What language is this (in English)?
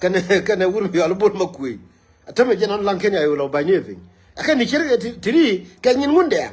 Nuer